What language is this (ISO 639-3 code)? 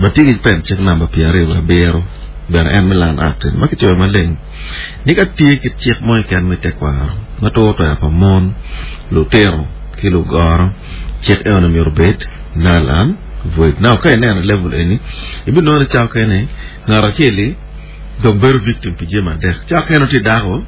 ach